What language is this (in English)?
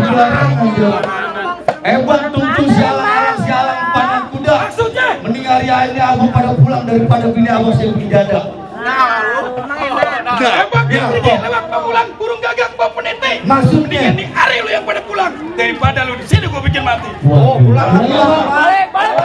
Betawi